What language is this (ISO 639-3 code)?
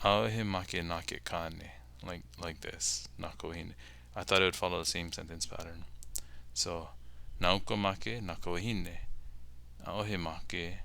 haw